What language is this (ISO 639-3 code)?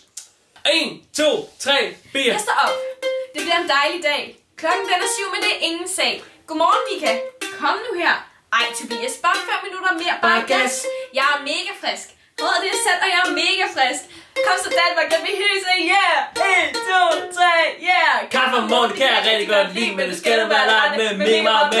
dan